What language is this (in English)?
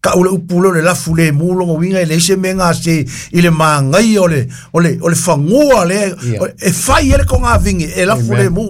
Samoan